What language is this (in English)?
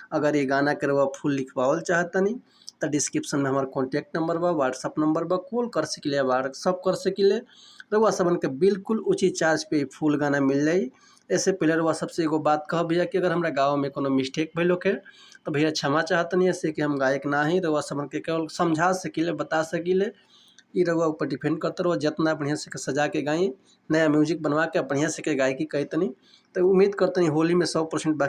Bhojpuri